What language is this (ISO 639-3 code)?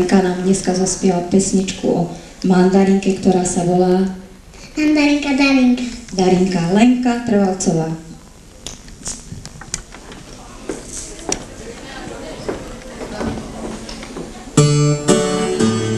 slk